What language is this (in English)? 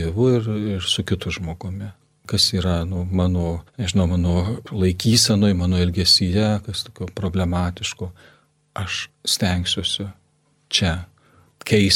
Lithuanian